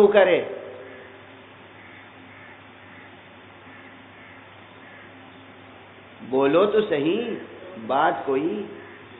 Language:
Urdu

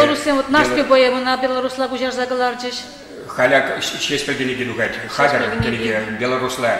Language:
Chuvash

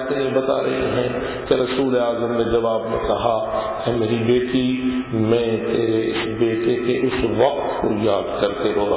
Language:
Urdu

